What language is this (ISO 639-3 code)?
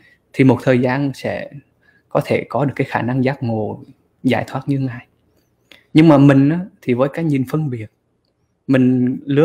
vie